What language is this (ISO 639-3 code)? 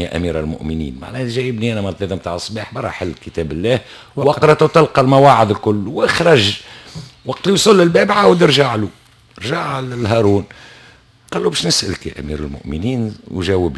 aeb